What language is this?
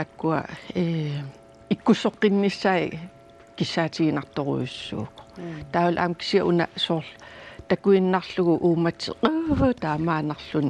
Kalaallisut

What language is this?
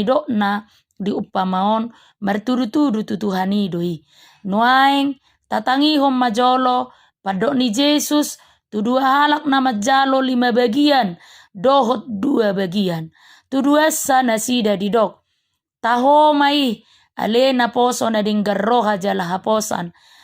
Batak Toba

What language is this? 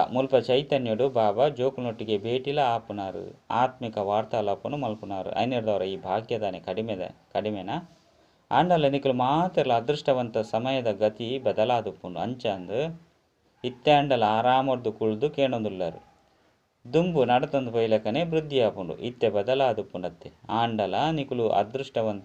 Tulu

